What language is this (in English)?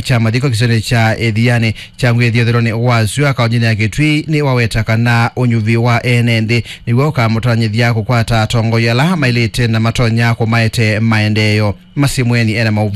Kamba